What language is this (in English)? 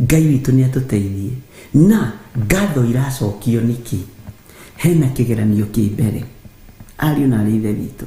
Kikuyu